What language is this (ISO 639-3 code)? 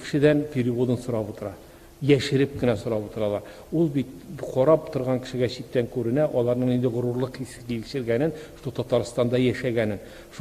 tat